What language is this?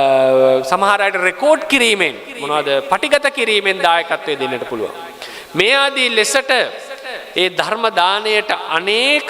Sinhala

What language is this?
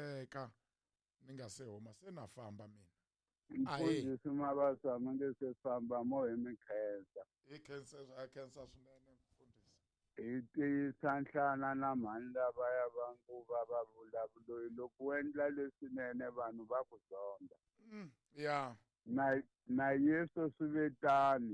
Tsonga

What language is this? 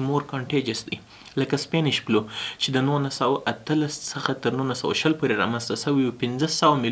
Pashto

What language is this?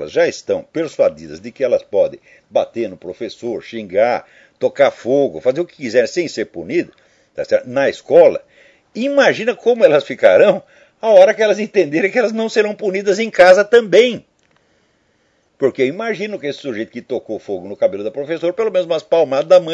Portuguese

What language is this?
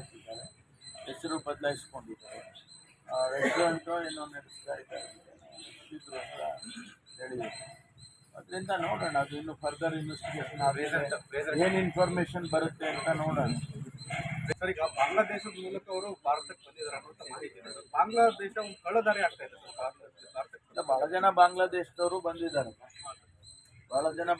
Kannada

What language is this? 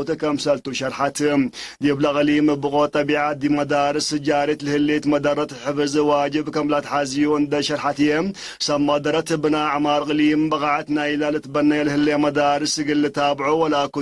Tigre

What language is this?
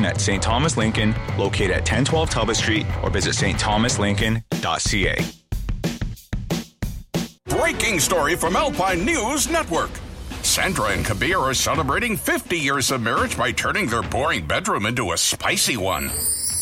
English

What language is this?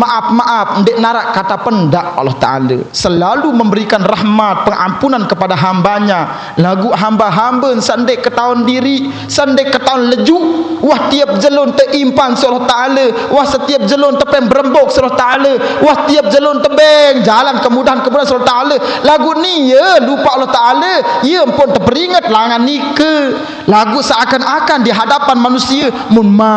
Sasak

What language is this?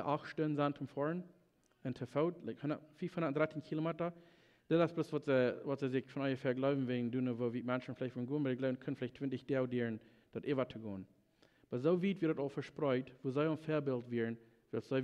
Plautdietsch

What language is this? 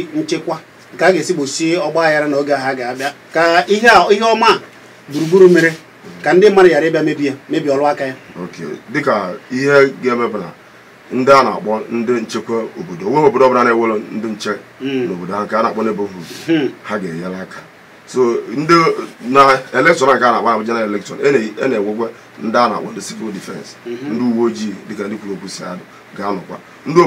Igbo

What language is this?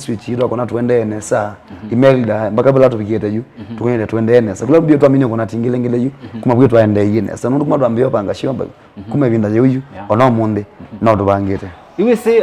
Kamba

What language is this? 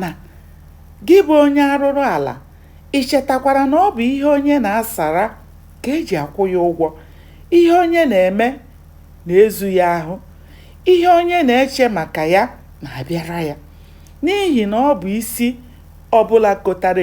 Igbo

